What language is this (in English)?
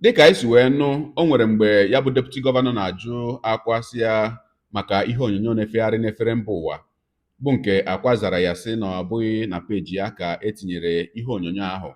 Igbo